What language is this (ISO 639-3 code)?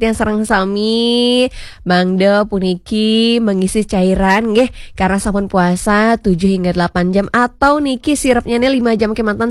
ban